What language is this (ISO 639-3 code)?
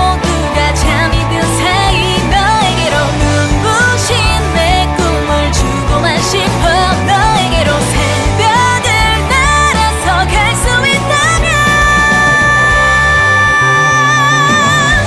kor